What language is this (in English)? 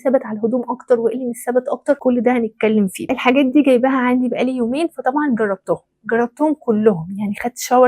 Egyptian Arabic